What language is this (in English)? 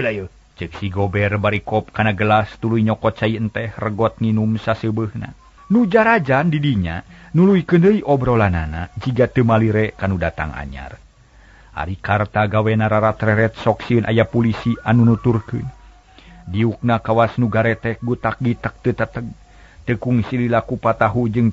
Sundanese